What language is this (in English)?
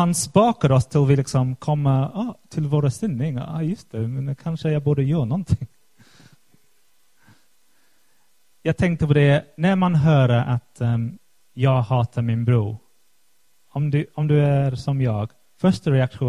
Swedish